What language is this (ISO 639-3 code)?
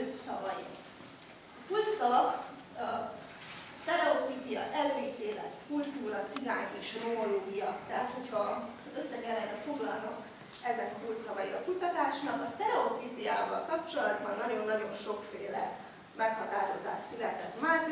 hun